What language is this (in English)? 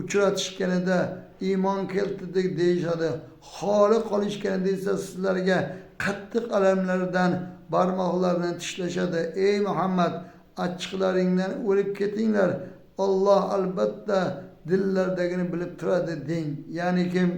Uzbek